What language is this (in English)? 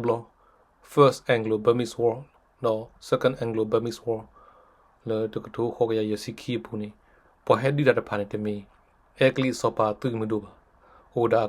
S'gaw Karen